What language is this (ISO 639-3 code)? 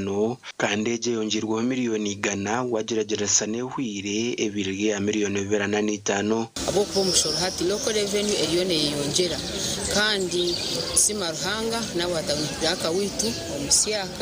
nyn